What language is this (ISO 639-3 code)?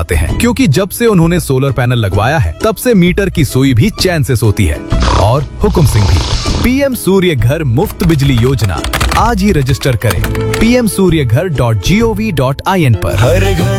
hin